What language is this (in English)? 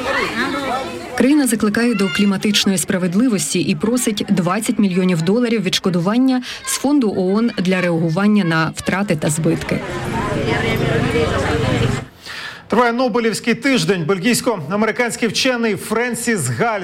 Ukrainian